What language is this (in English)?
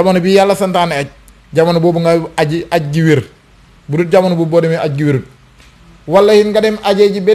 Wolof